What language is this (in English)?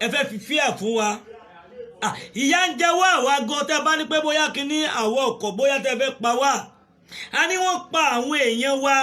Yoruba